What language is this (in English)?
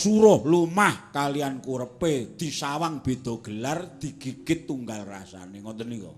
Javanese